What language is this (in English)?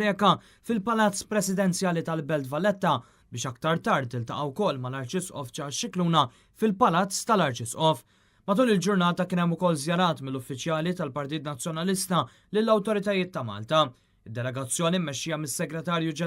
Maltese